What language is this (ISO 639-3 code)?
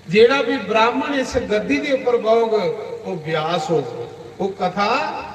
doi